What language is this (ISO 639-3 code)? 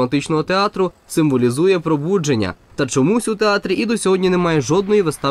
ukr